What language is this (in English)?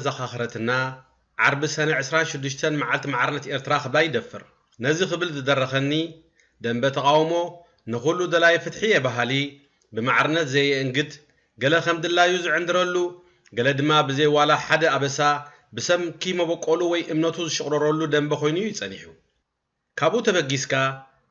Tigrinya